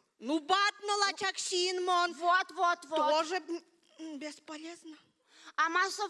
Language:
Udmurt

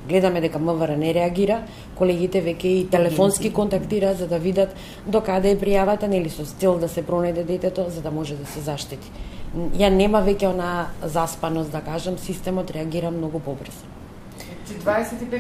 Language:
Macedonian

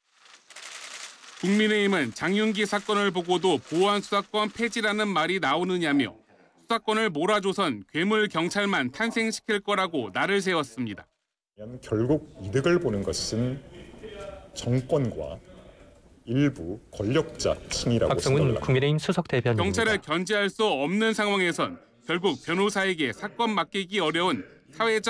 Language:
Korean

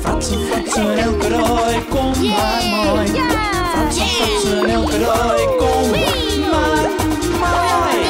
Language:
Western Frisian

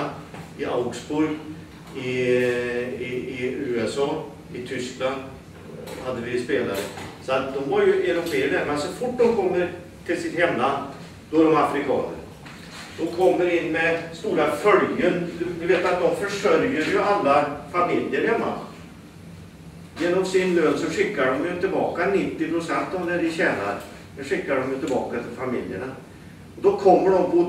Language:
Swedish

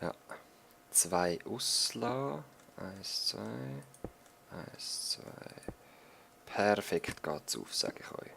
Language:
Swiss German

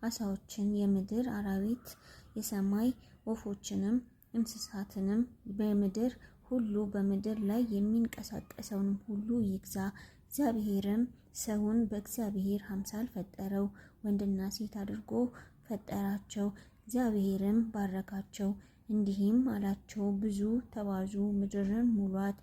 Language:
Amharic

